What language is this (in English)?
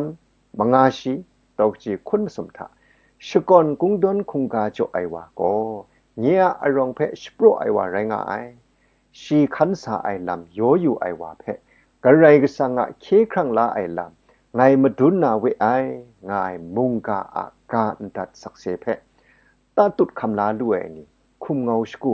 Kachin